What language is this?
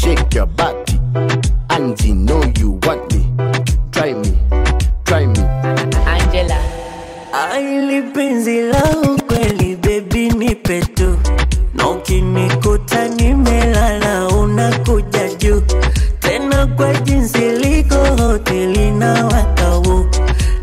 Swahili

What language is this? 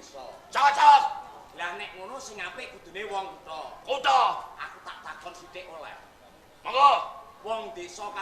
Javanese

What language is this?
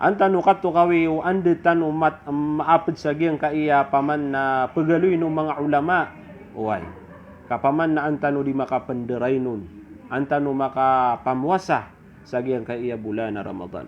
Maranao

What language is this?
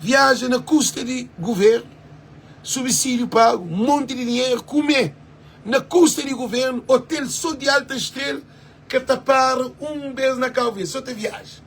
Kabuverdianu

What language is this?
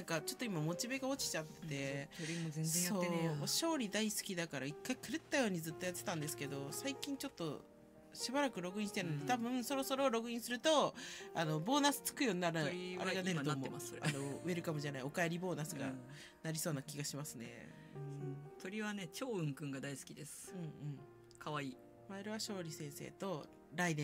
Japanese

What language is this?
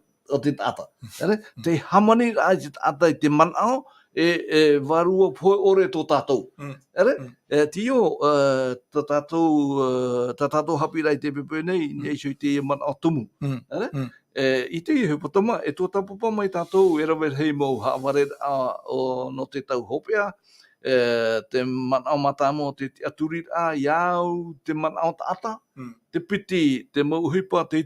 Tahitian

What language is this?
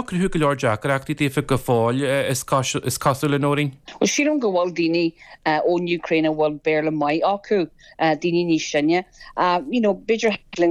Irish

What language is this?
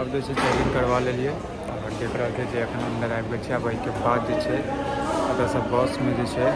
Maithili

